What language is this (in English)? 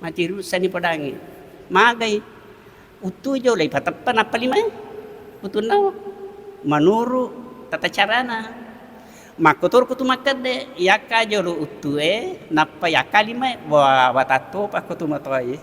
Buginese